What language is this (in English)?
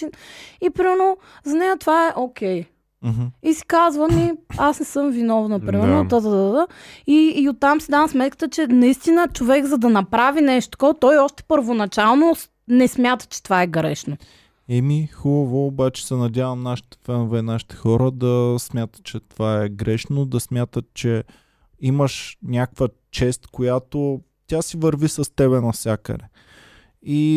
Bulgarian